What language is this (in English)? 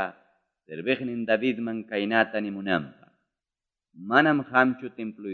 Ayacucho Quechua